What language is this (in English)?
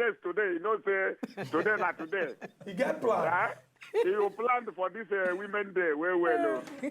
Nigerian Pidgin